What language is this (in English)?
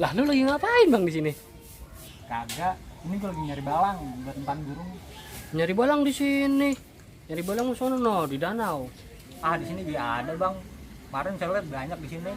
Betawi